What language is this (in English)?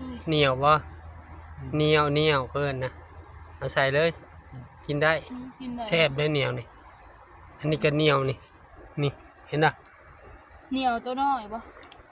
Northeastern Thai